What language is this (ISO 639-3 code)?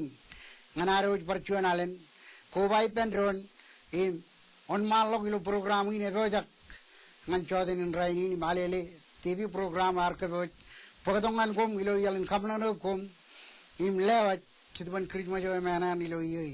mah